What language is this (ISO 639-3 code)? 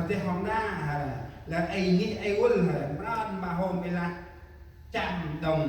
cmo